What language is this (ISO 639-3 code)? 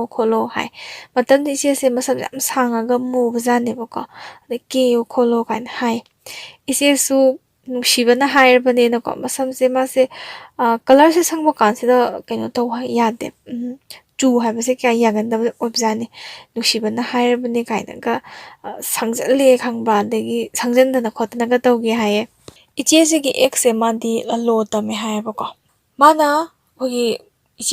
mni